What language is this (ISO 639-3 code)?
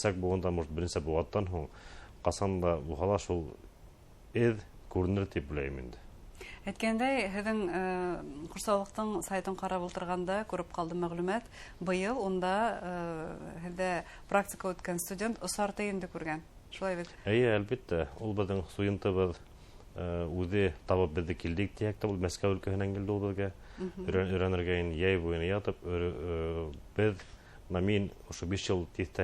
bak